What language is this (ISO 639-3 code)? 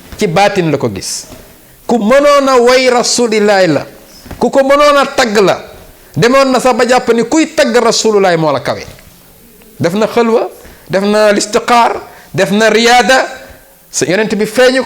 wol